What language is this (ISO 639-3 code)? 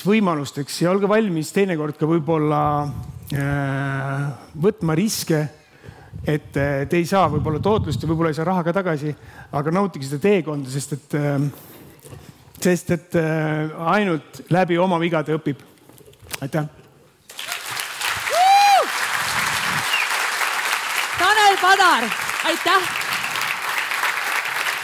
est